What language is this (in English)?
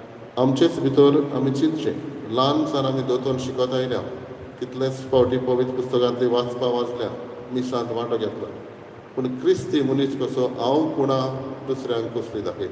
Konkani